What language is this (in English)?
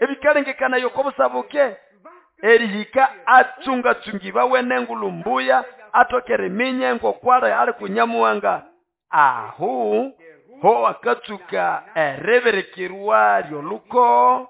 Nande